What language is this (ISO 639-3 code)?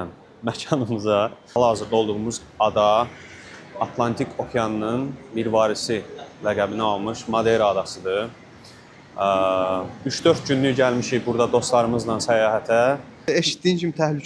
aze